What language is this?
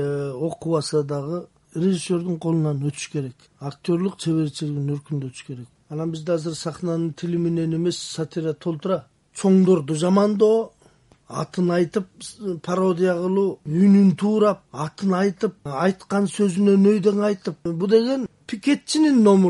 Kyrgyz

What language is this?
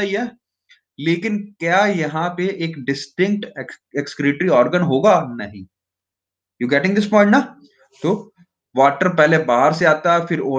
Hindi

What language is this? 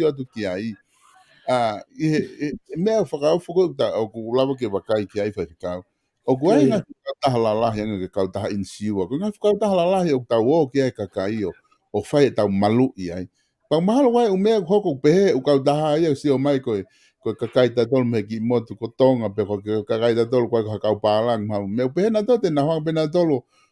Tongan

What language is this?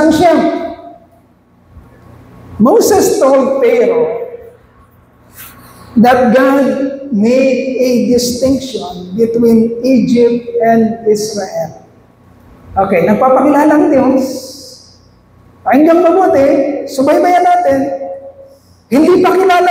Filipino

